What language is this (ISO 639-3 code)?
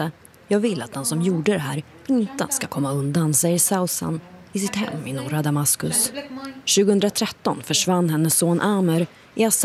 swe